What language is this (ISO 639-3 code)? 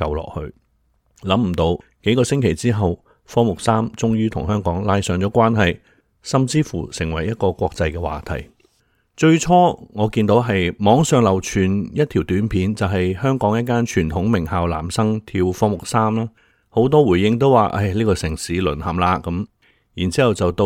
yue